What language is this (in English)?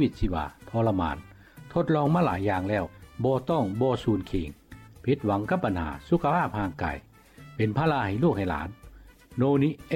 Lao